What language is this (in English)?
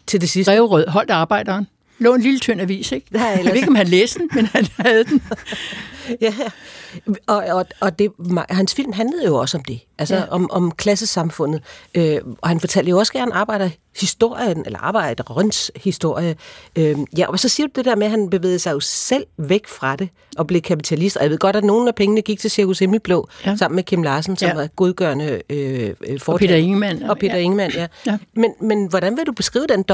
Danish